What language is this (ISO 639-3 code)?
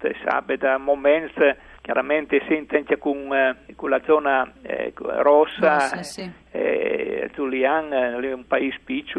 fur